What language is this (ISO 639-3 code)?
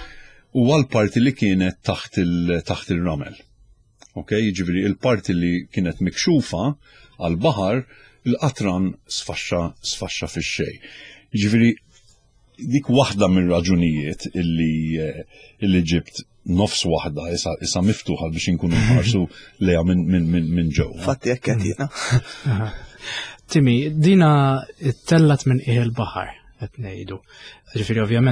mlt